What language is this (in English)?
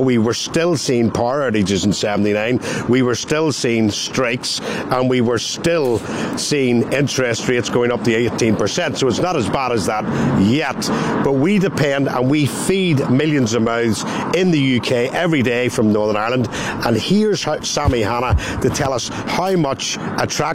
English